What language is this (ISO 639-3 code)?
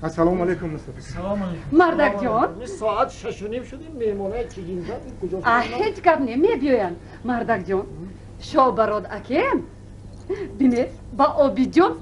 tgk